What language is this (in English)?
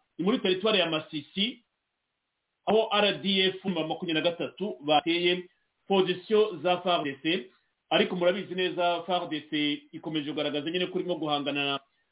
Kinyarwanda